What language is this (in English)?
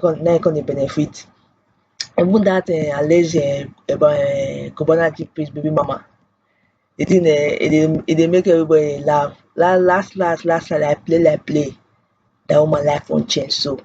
Nigerian Pidgin